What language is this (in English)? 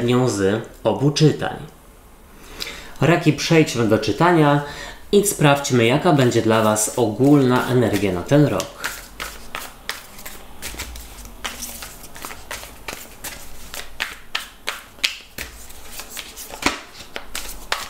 Polish